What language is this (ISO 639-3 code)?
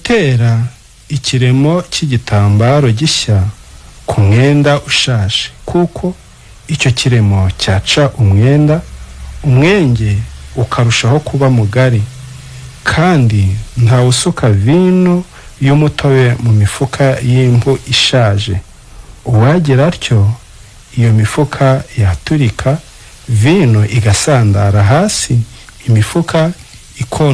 kin